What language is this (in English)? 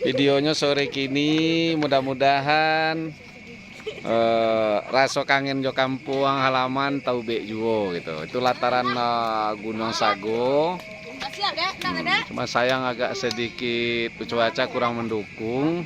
Minangkabau